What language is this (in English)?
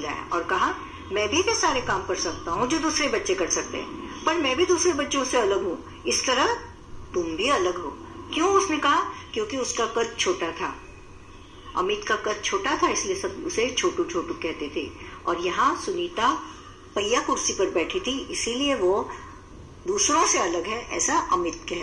Hindi